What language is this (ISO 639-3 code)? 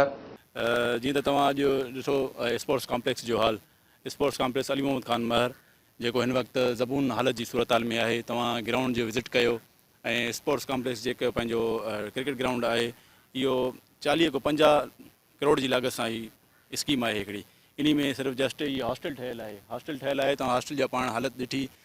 snd